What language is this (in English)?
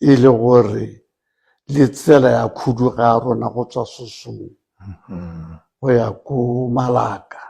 Tswana